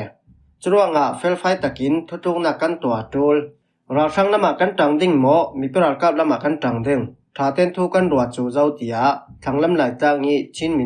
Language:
Falam Chin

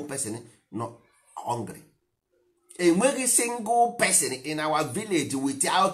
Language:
Igbo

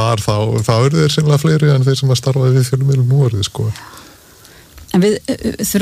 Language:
Icelandic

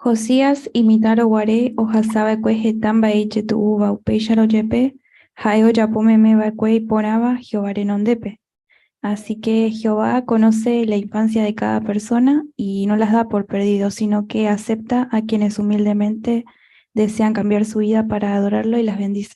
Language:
Guarani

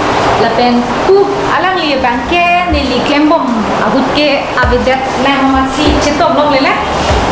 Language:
Karbi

